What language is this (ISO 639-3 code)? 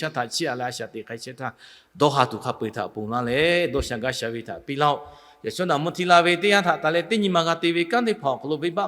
lhu